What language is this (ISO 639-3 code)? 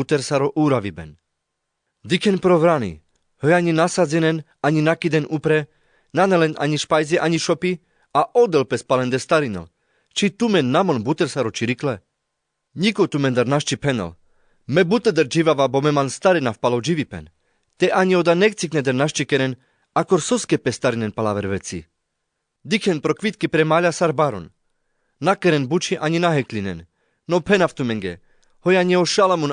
rmc